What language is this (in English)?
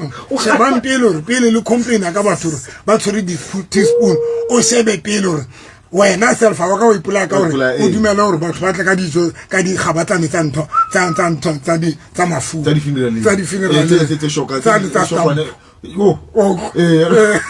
Southern Sotho